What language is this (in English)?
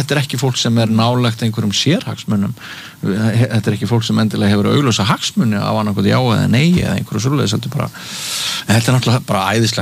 Icelandic